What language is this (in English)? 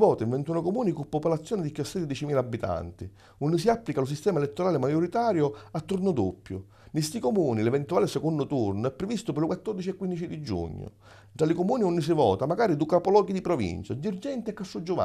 Sicilian